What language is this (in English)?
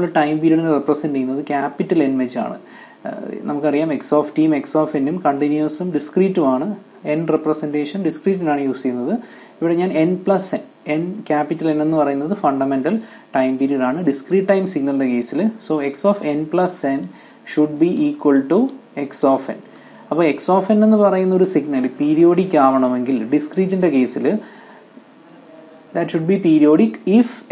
Malayalam